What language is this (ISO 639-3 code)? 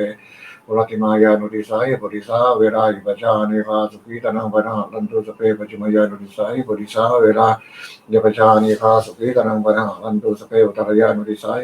pli